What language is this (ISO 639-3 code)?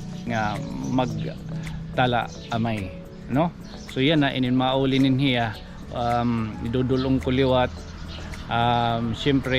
war